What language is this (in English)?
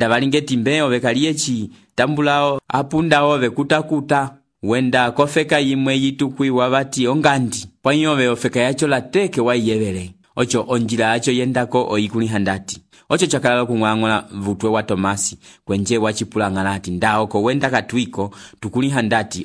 Umbundu